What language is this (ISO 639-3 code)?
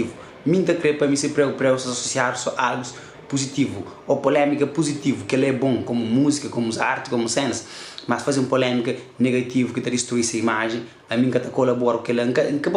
kea